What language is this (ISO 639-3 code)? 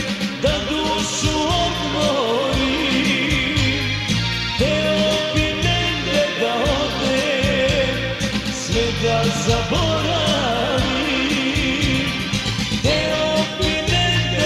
srp